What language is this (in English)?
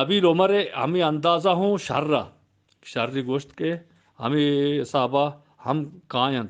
Eastern Balochi